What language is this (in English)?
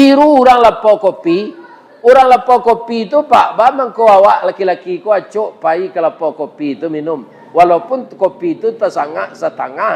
Minangkabau